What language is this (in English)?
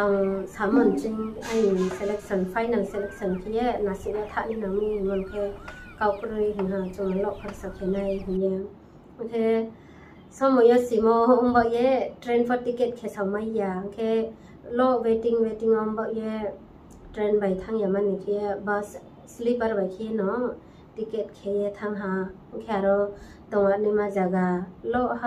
Riang (India)